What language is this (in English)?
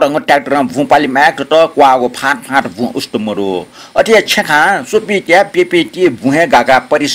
Newari